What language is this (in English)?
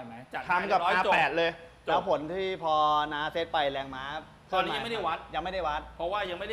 Thai